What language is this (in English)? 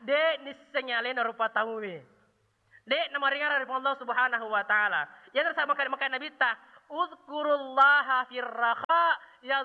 Buginese